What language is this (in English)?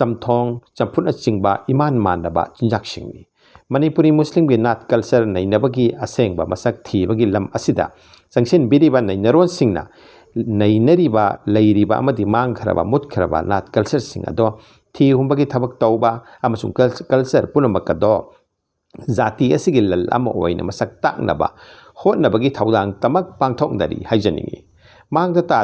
Manipuri